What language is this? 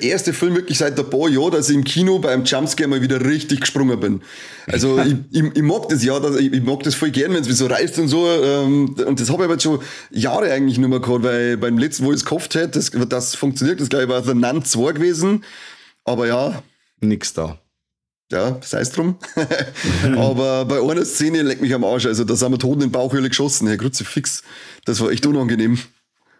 Bavarian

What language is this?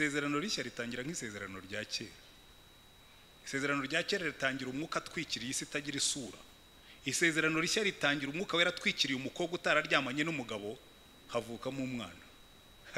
Kinyarwanda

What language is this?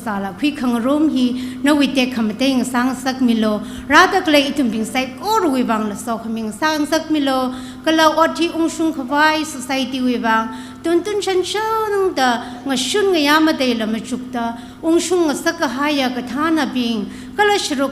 Tangkhul Naga (India)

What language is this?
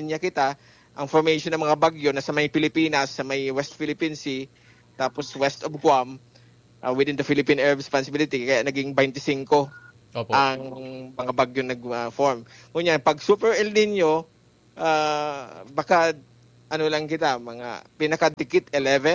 Bikol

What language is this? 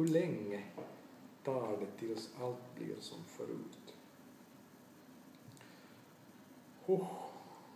Swedish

